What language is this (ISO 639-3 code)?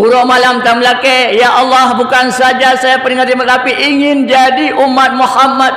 ace